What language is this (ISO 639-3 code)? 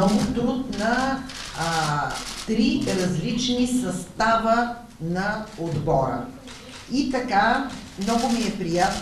bul